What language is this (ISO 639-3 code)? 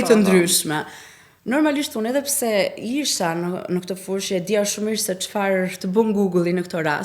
sqi